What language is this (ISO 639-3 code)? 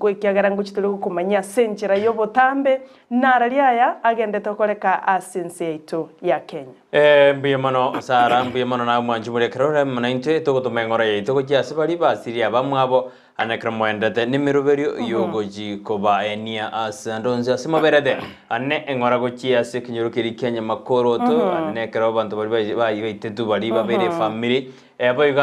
guz